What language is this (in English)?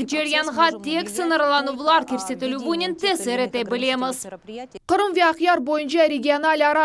Crimean Tatar